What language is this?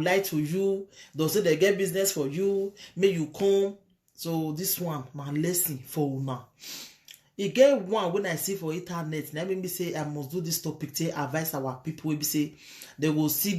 Nigerian Pidgin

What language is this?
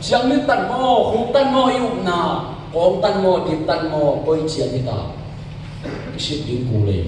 Tedim Chin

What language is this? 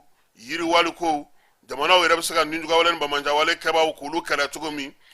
Bambara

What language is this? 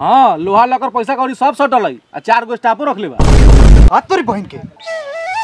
Bhojpuri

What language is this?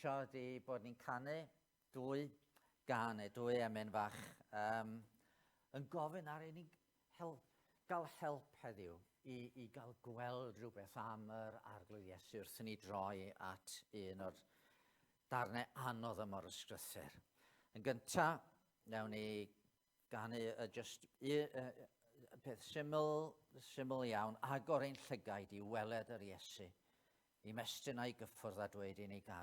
Welsh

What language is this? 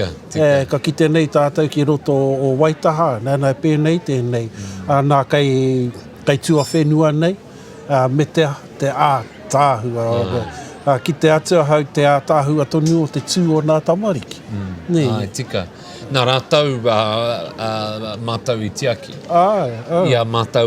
Māori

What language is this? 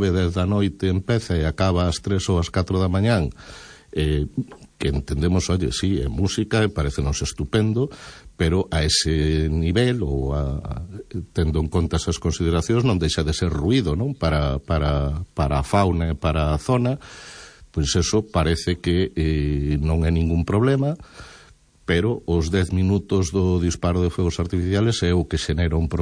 Galician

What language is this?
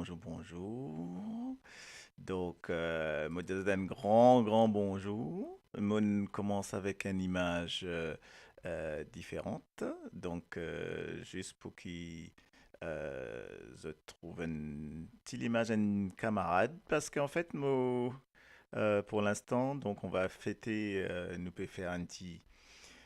Morisyen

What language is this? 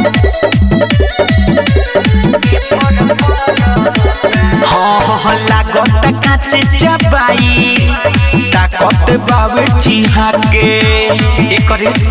Bhojpuri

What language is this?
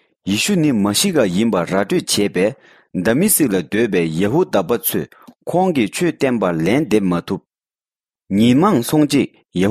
Tibetan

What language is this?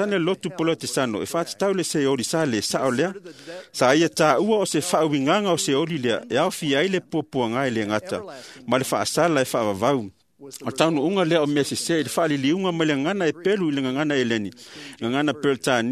Samoan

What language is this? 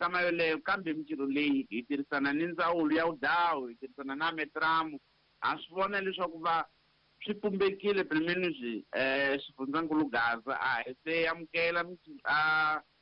Tsonga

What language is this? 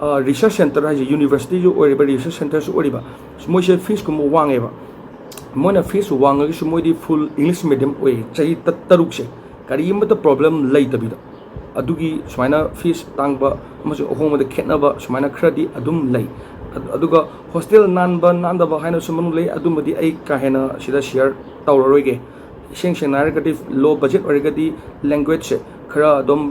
Manipuri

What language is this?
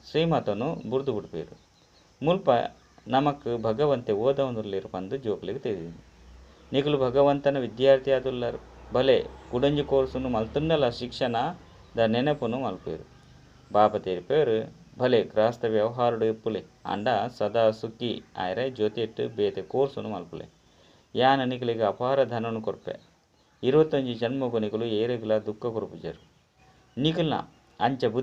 Tulu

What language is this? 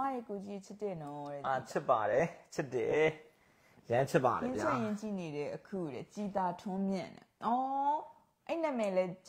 Burmese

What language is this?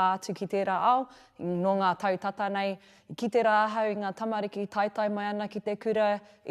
Māori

